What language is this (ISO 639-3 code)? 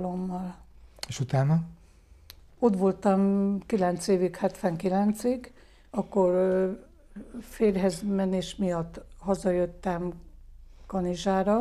hun